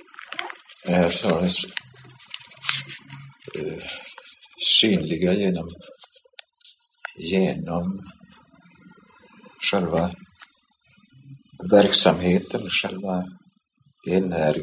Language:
Swedish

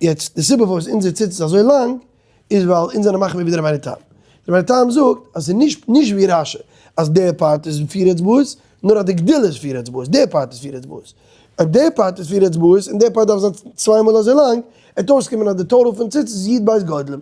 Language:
Yiddish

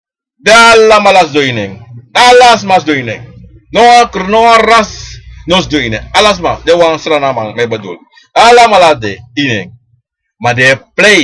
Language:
Sranan Tongo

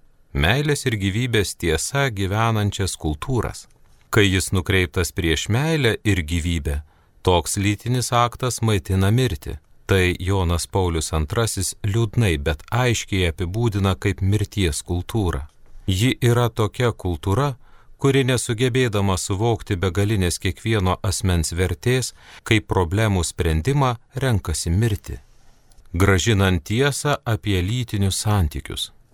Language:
Lithuanian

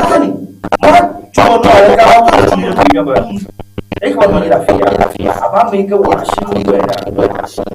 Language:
Ewe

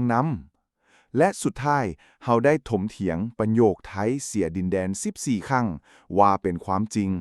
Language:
Lao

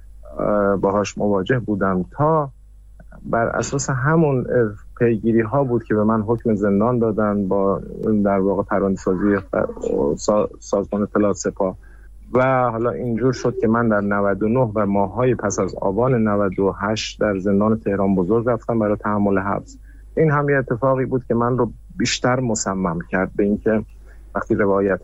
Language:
Persian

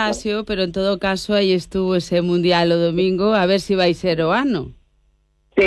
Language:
Galician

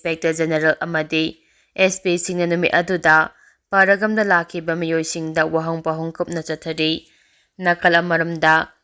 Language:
Manipuri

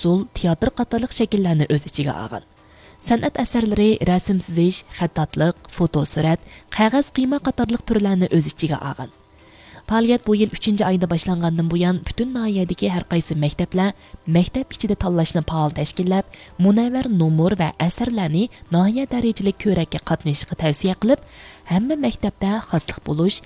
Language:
Uyghur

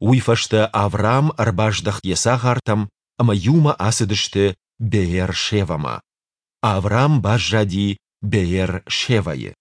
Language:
Ossetic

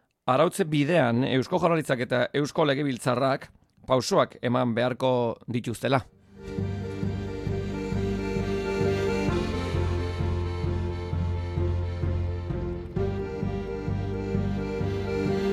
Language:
Basque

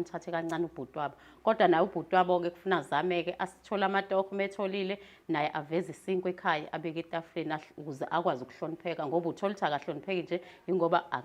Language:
Zulu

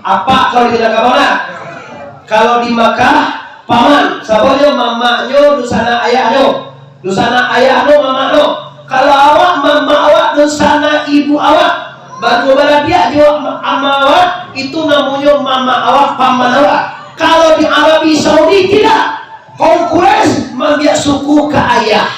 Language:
Minangkabau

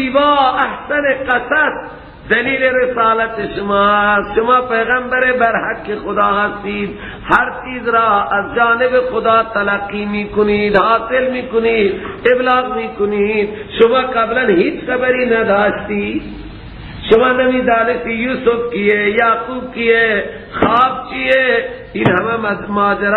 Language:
Persian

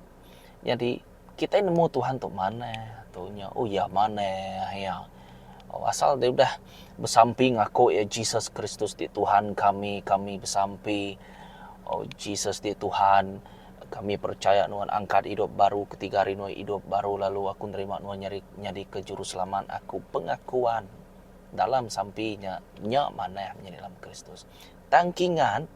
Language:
Iban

